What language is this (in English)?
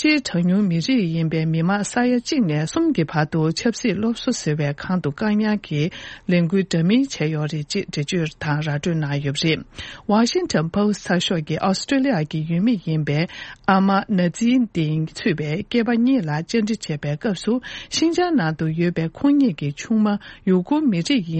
Tibetan